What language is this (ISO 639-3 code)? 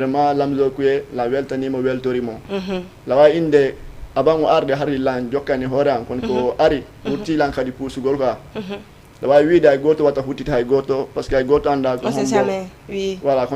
ful